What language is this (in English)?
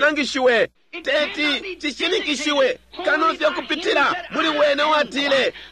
Bemba